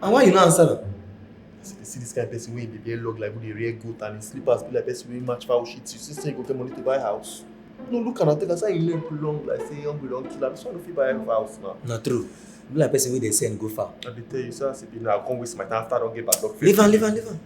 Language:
Nigerian Pidgin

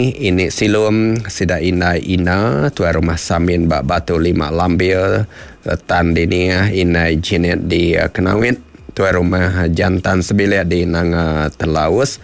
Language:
Iban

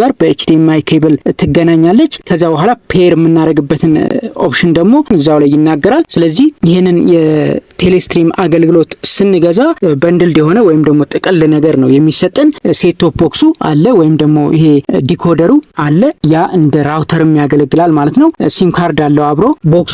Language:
Amharic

